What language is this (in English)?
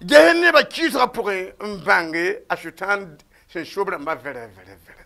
Mossi